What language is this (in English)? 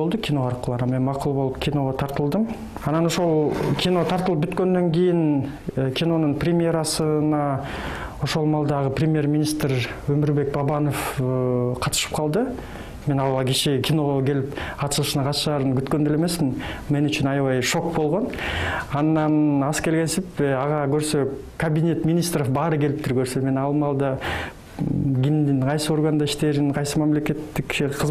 Kyrgyz